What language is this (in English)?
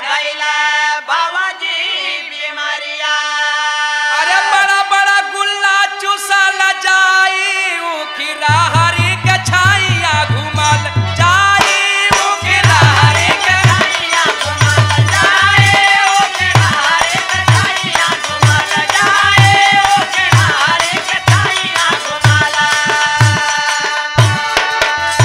Bhojpuri